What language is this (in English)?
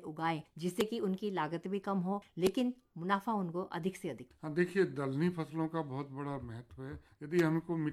Hindi